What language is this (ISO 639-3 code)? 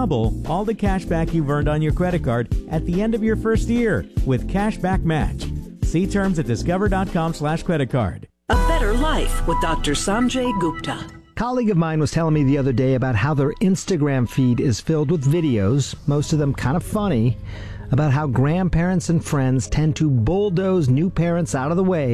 eng